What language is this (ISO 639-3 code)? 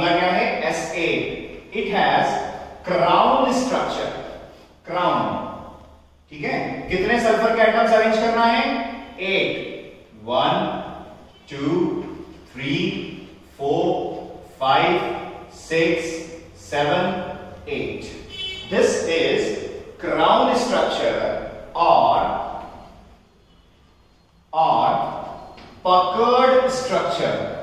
hin